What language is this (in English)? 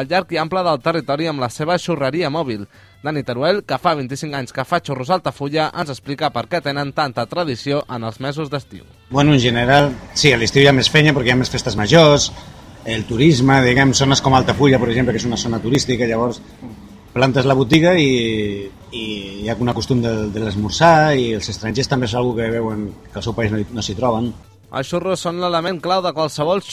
Catalan